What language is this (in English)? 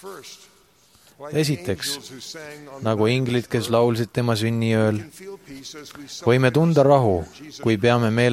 Estonian